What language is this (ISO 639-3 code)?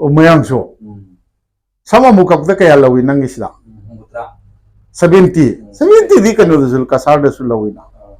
mni